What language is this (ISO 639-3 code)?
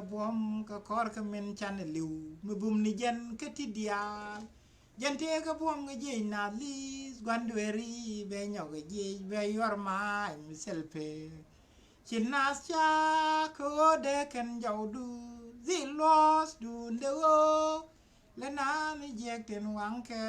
nus